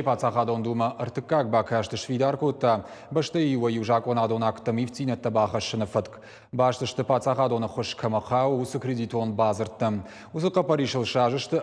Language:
Ossetic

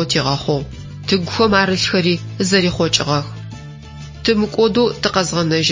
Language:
Adyghe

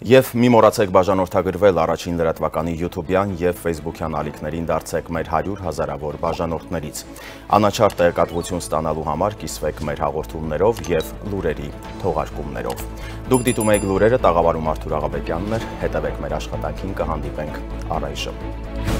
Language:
Armenian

